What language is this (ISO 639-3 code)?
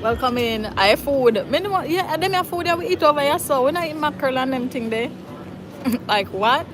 jam